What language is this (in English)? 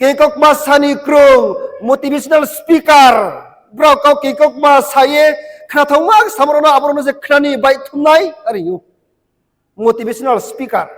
Riang (India)